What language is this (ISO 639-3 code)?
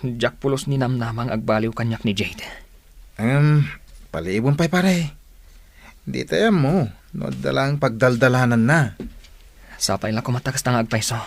ilo